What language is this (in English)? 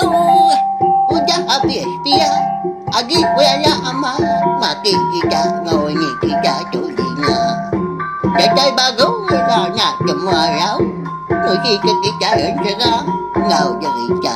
Iban